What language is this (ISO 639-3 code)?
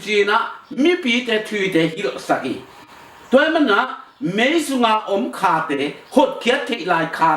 ctd